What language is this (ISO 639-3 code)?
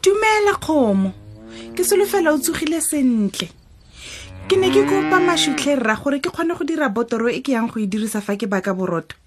tsn